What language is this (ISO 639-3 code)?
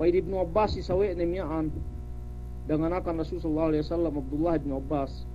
yka